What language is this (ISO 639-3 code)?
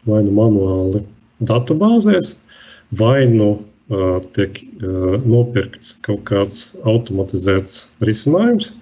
lav